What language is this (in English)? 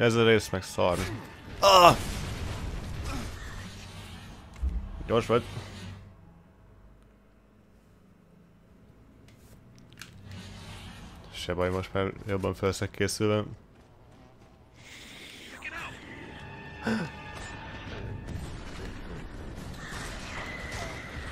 Hungarian